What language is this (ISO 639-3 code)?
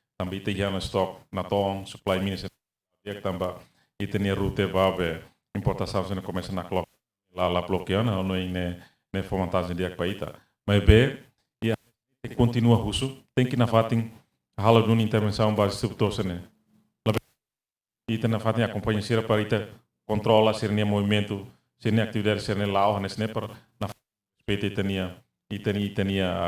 tet